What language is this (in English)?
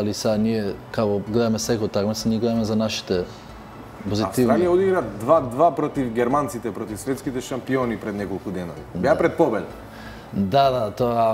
Macedonian